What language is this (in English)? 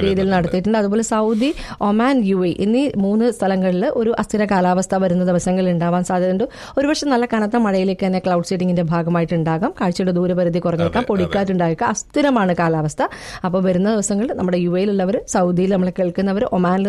Malayalam